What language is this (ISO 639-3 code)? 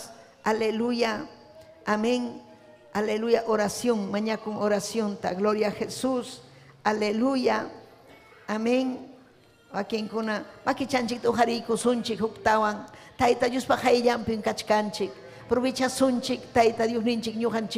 quy